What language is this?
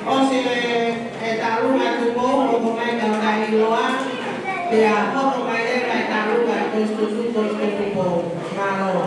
Tongan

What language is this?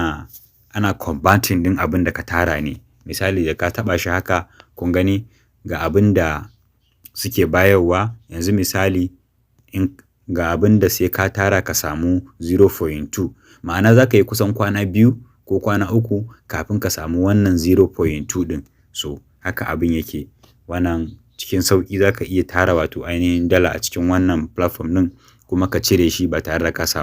Hausa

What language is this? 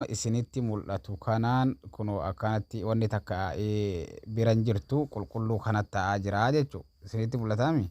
Oromo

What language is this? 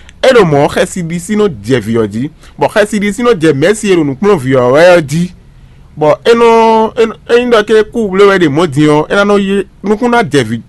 Fon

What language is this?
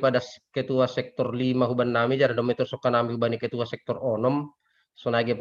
Batak Simalungun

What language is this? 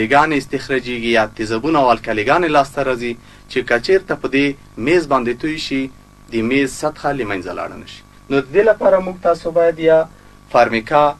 Pashto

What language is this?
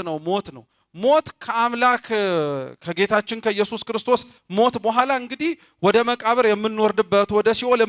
Amharic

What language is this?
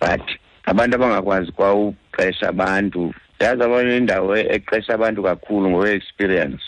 Xhosa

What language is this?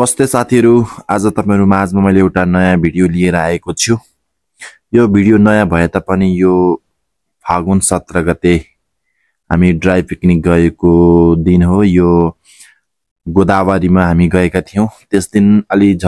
Nepali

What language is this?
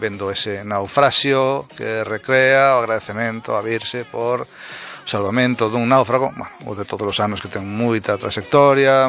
Galician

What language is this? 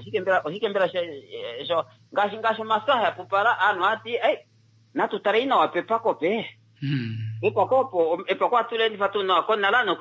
Kuanyama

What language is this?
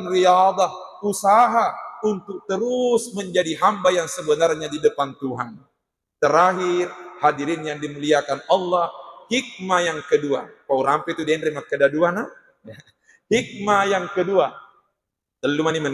Buginese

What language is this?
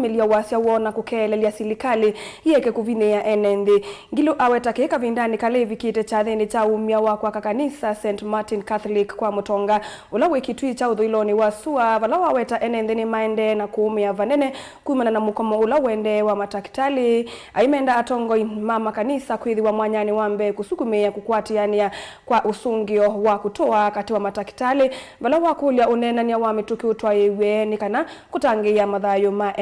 Kamba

